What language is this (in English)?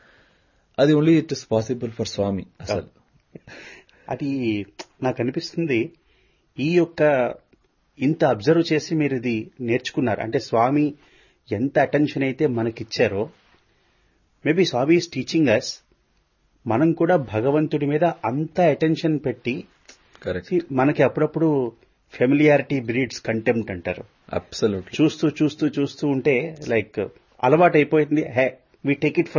Telugu